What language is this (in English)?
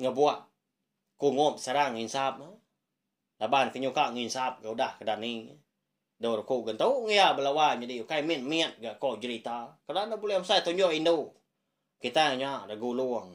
Iban